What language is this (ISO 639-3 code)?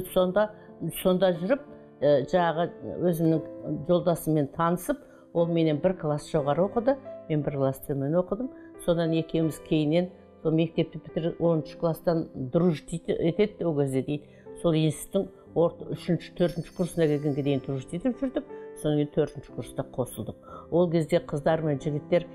kaz